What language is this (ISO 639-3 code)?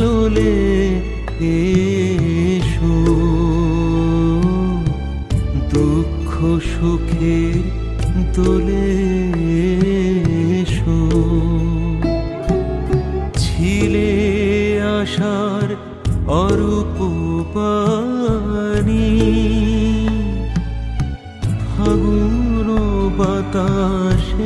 ben